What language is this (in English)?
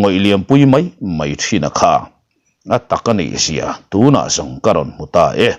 Mizo